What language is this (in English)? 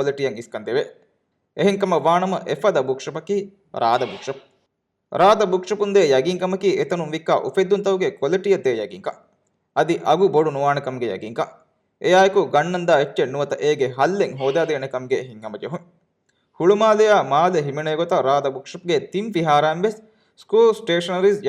Divehi